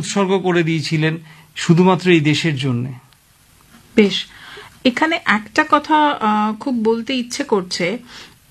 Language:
Bangla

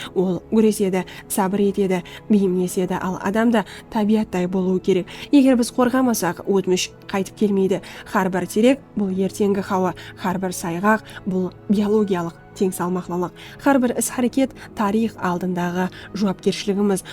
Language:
Kara-Kalpak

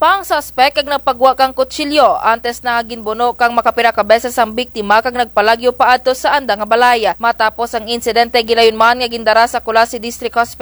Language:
Kinaray-a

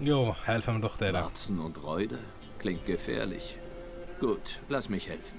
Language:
Swiss German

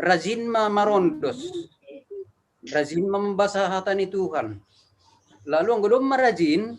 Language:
Batak Simalungun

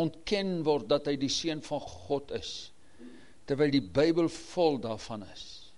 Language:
Afrikaans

